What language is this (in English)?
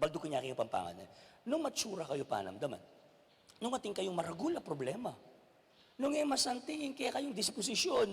Pampanga